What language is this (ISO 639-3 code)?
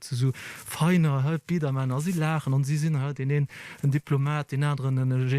ltz